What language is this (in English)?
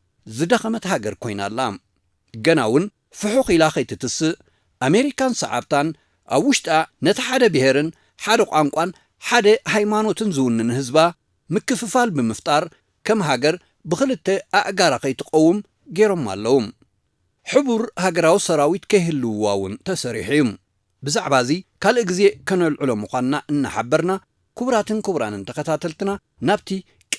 Tigrinya